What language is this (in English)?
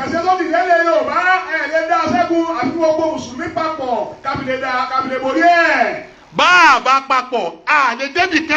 Yoruba